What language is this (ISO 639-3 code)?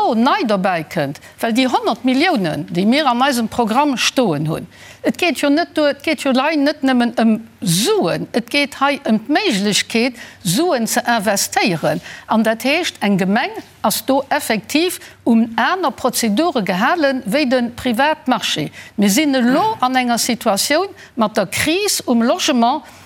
ltz